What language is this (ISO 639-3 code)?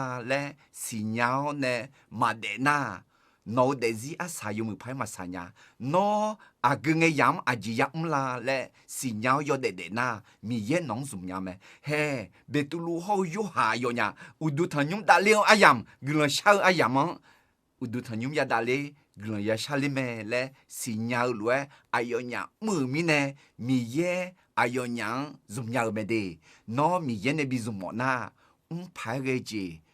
ahk